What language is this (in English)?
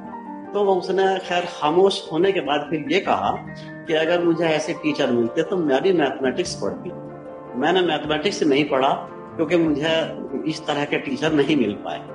Hindi